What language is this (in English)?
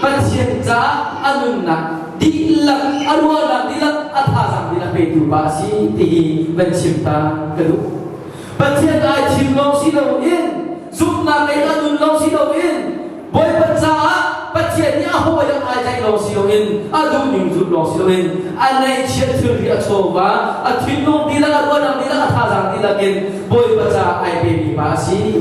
Hakha Chin